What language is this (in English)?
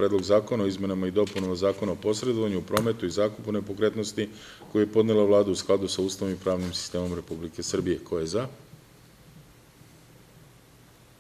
Serbian